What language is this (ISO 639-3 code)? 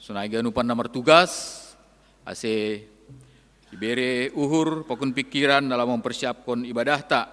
bts